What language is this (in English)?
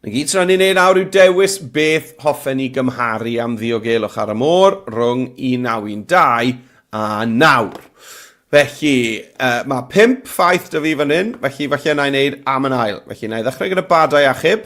Welsh